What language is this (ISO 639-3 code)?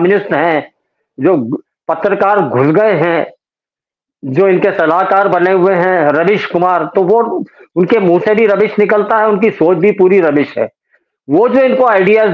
hin